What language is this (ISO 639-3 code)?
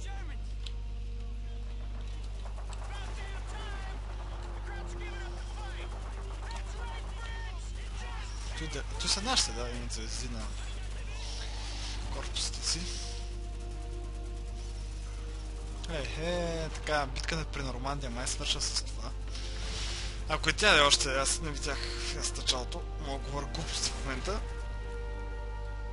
bul